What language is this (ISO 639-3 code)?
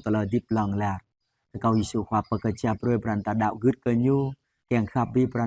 jra